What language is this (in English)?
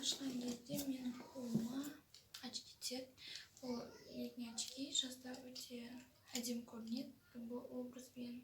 Kazakh